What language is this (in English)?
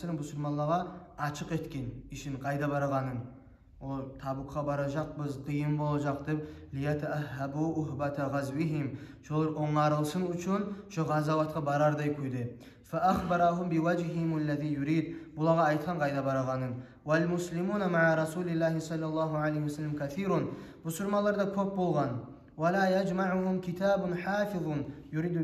Kumyk